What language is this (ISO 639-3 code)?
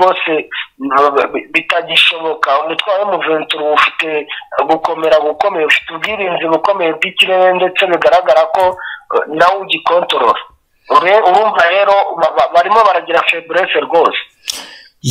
kin